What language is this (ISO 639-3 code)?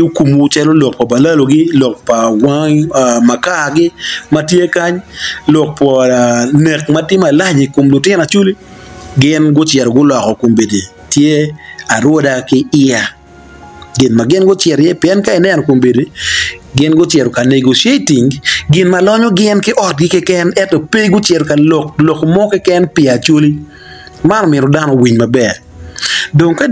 ach